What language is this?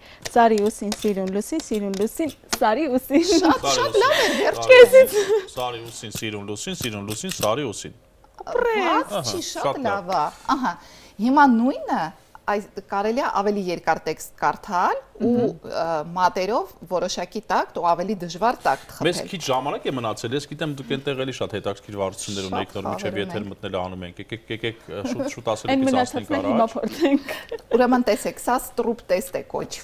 Armenian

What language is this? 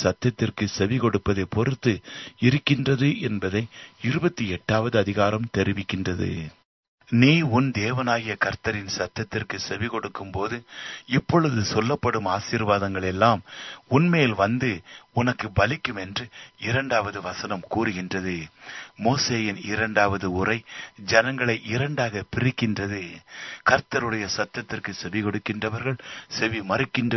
Tamil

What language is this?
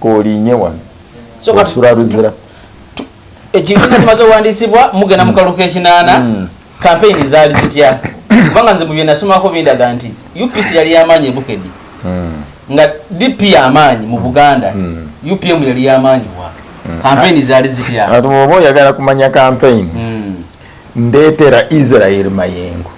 Ganda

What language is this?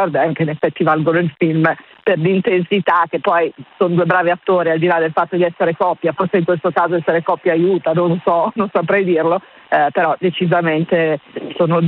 Italian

